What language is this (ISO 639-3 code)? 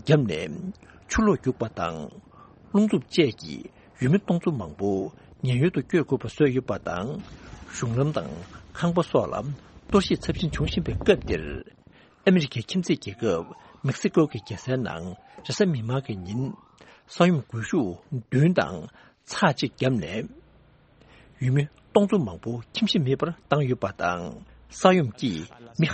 bod